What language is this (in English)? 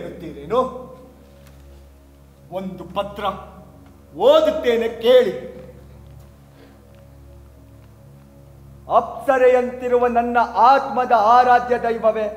Kannada